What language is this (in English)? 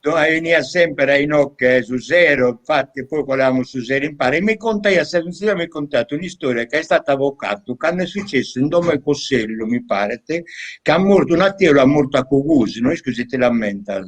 Sardinian